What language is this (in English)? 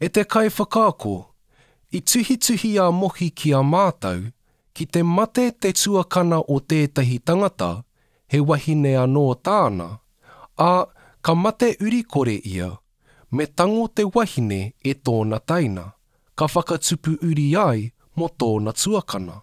Māori